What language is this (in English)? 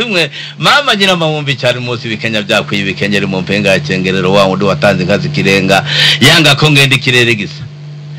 Kinyarwanda